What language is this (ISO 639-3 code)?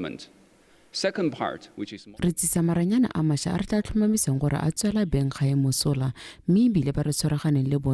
tsn